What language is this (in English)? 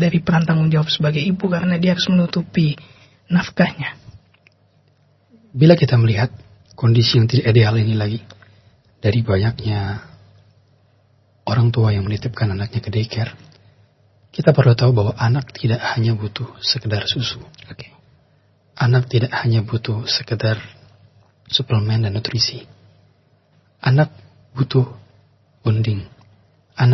Indonesian